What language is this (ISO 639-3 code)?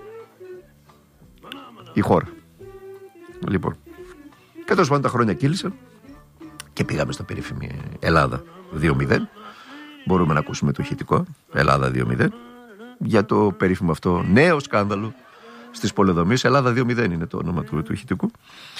ell